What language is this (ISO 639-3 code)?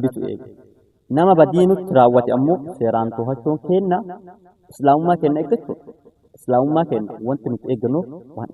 orm